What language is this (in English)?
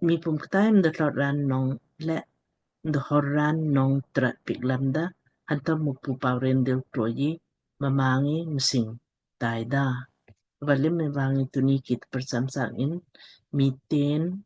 Lamkang